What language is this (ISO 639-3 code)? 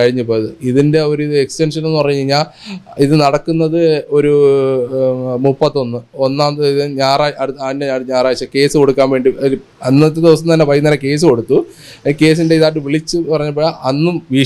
mal